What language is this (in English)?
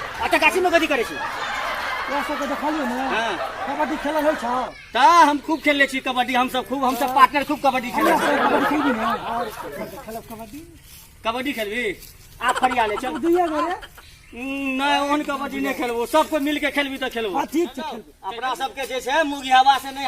Maithili